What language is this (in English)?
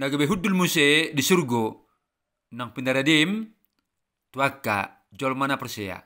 Batak Toba